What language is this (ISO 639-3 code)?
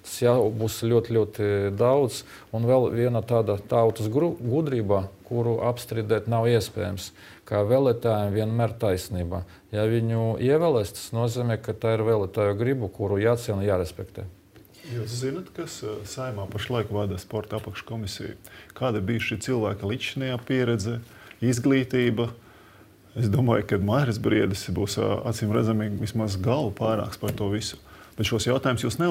lav